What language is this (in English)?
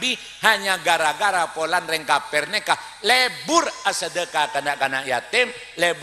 Madurese